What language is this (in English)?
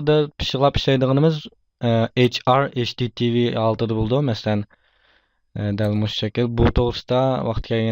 Uyghur